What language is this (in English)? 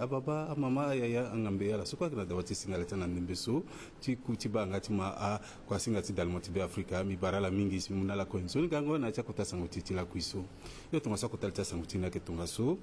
Sango